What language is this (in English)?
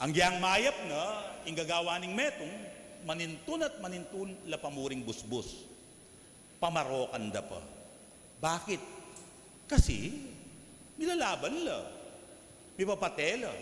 Pampanga